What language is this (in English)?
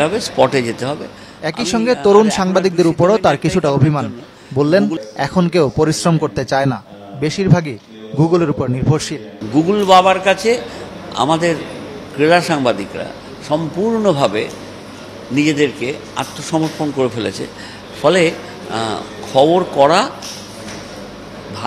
Bangla